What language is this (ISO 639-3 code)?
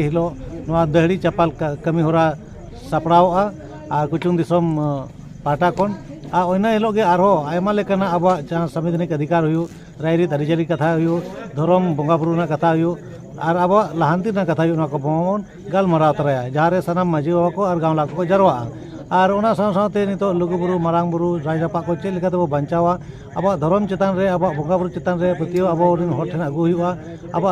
sat